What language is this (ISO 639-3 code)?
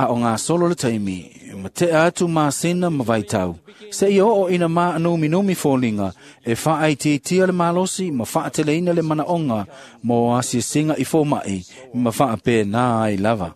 smo